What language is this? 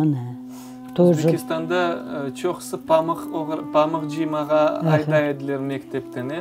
Crimean Tatar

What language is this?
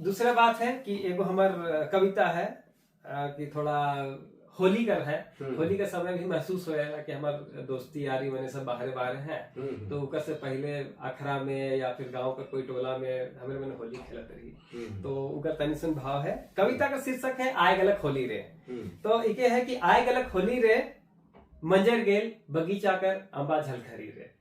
Sadri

